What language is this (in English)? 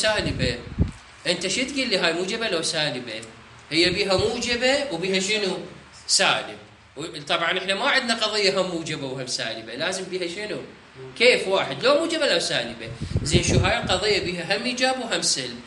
Mesopotamian Arabic